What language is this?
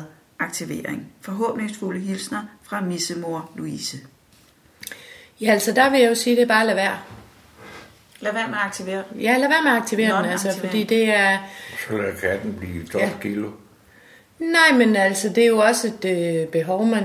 Danish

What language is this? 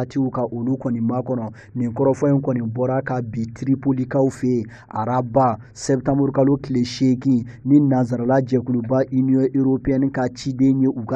Bambara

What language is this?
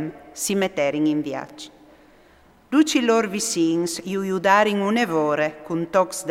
Friulian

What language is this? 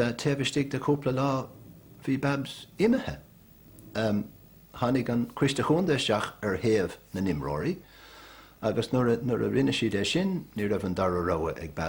Irish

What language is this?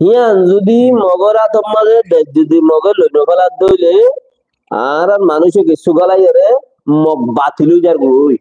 Rohingya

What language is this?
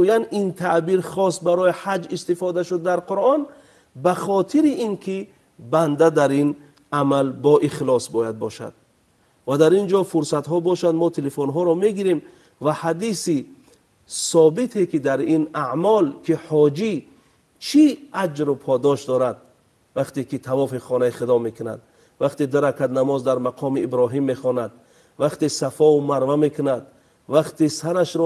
Tajik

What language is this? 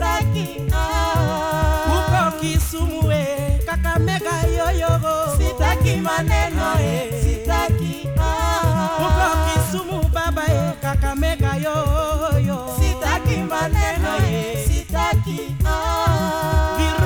Swahili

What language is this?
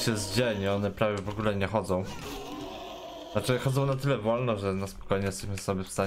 Polish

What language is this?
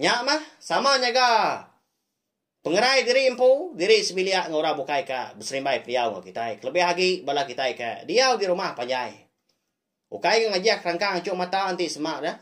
Iban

